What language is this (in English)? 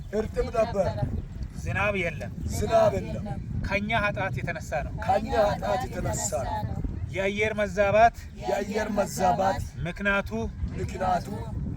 Amharic